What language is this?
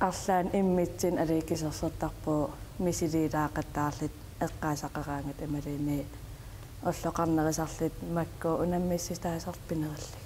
Kalaallisut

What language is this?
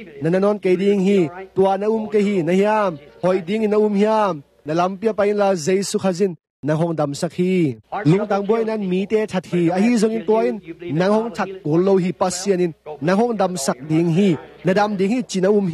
Tedim Chin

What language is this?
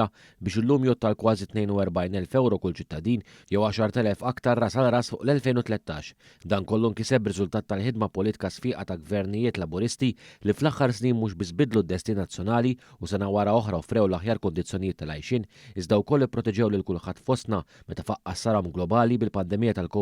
Maltese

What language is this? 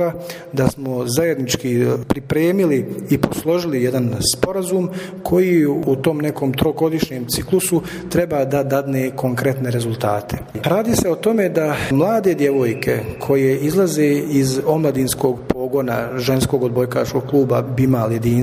Croatian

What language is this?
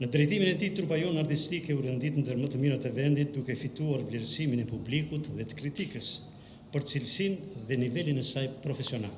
Albanian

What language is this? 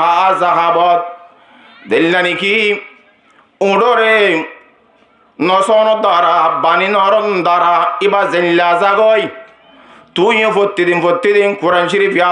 Rohingya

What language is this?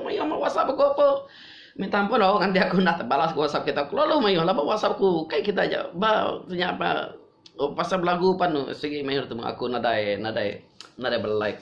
Iban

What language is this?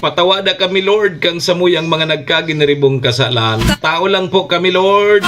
Bikol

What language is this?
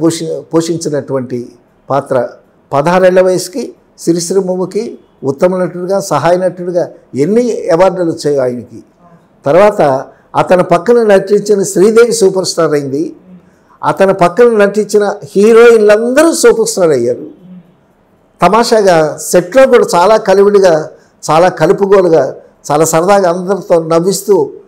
Telugu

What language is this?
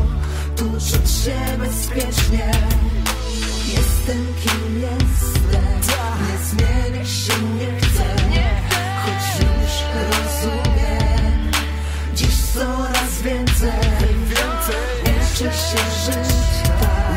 Polish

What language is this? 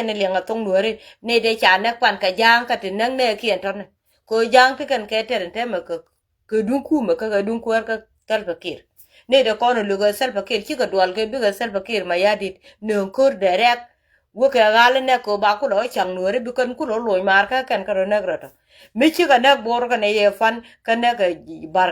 Nuer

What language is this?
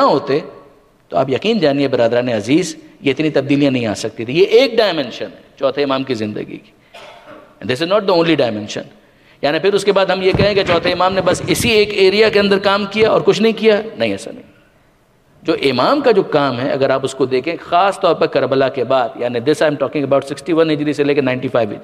Urdu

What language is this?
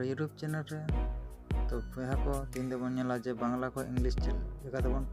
Santali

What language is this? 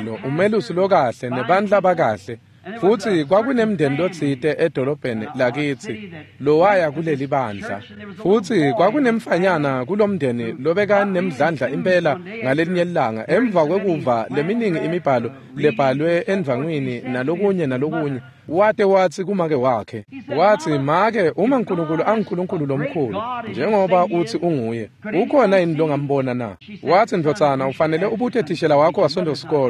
Swati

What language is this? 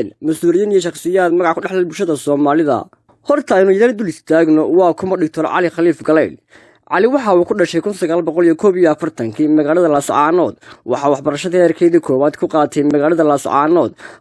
Somali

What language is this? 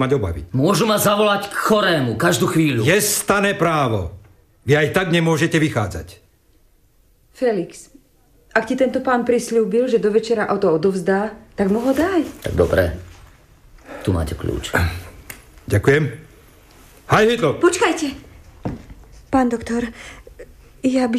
Slovak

